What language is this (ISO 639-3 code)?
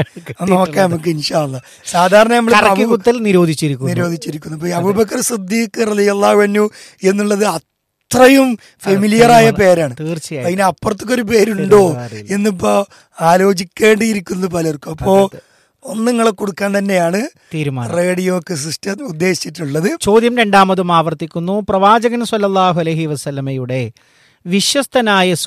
mal